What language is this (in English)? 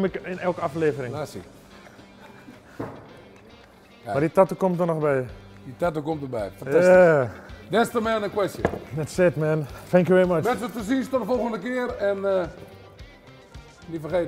Dutch